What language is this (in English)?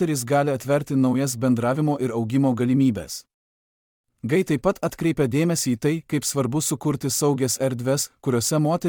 Lithuanian